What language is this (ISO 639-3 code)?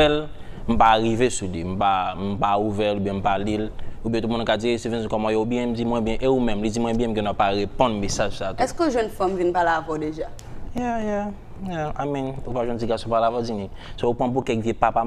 hat